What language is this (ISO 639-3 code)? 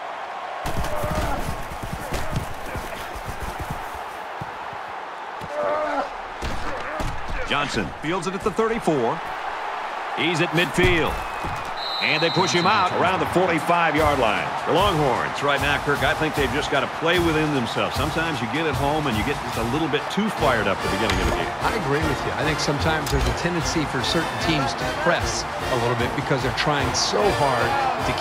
eng